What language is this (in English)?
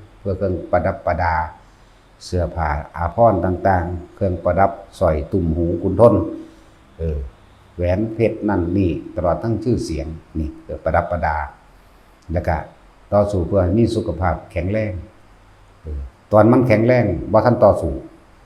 Northeastern Thai